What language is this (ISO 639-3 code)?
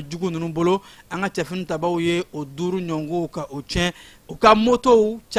bam